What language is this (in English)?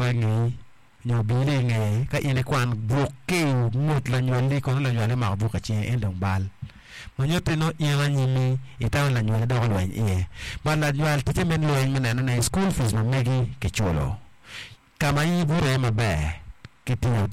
Acoli